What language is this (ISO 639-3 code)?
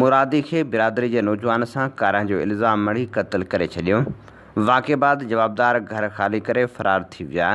snd